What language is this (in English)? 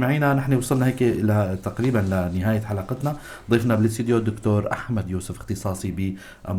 North Levantine Arabic